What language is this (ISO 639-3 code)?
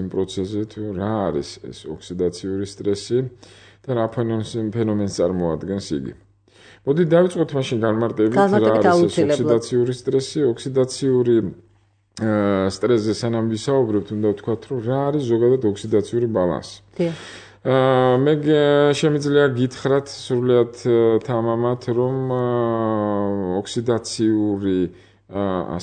kat